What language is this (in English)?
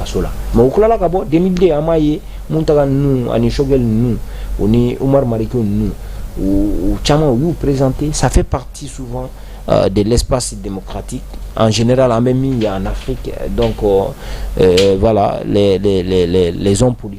Bambara